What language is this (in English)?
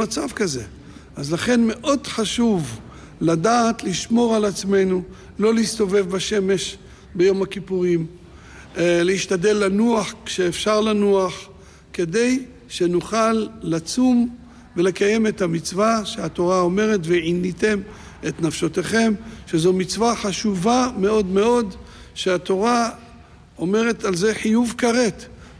Hebrew